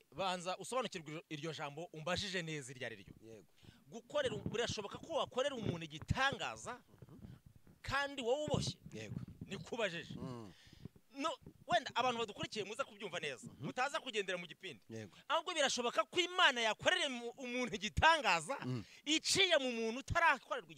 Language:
Kinyarwanda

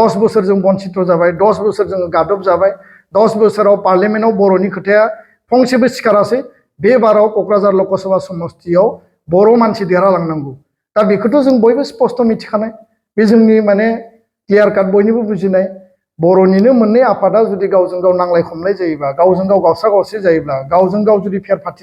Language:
Bodo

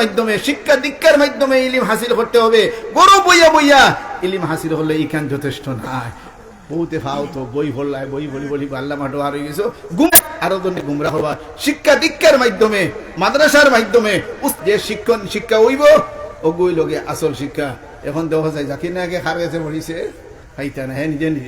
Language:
Sylheti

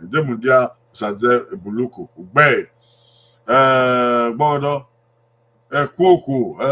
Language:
Bini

